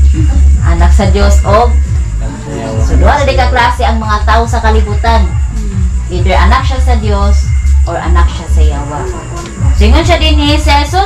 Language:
Cebuano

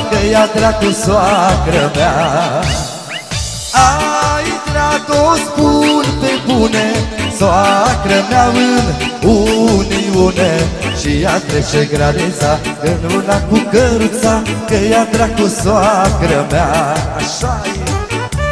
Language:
Romanian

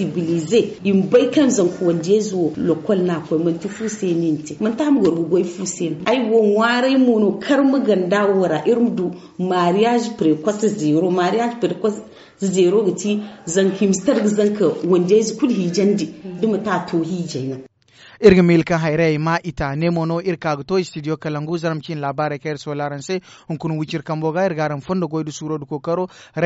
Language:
Zarma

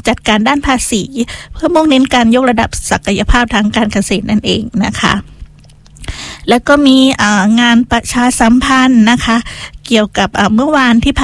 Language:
Thai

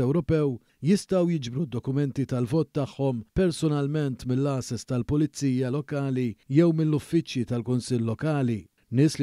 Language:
Maltese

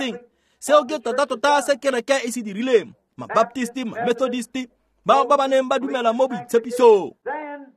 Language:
Tswana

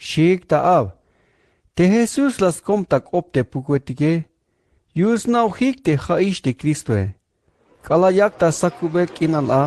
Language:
Tzeltal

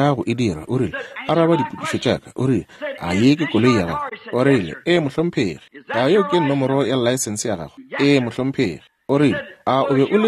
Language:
Northern Sotho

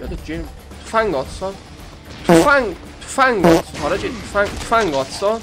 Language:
South Azerbaijani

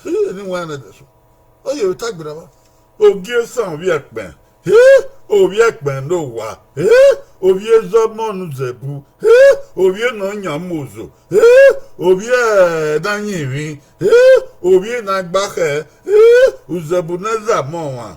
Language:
Bini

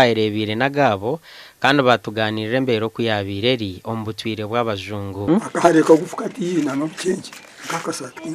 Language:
Nyankole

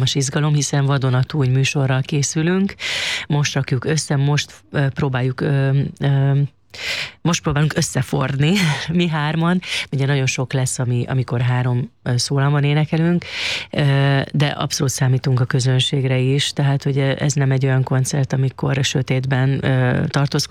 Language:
Hungarian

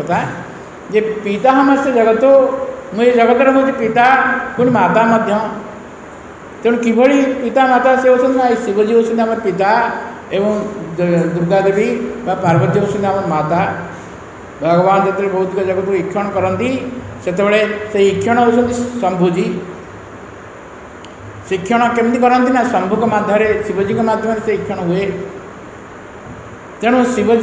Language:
Odia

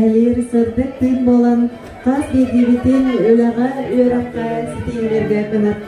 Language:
Yakut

